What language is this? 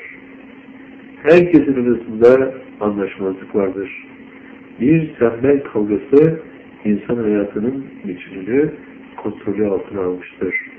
Turkish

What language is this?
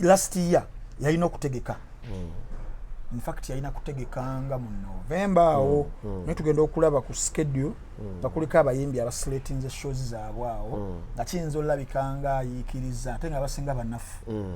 Ganda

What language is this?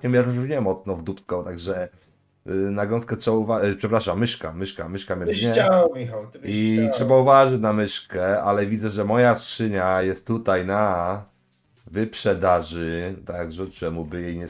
Polish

